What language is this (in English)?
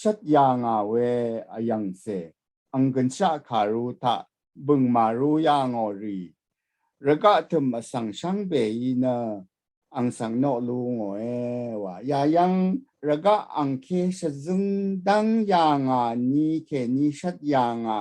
Rawang